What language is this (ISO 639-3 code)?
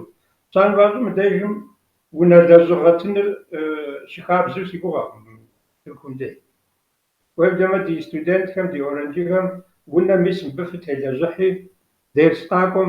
kbd